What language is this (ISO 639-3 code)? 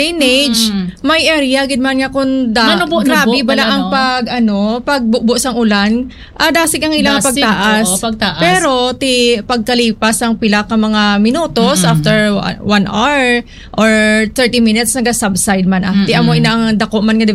hil